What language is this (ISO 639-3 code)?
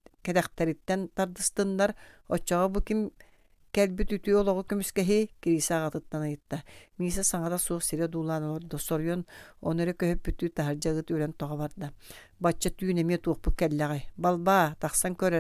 sah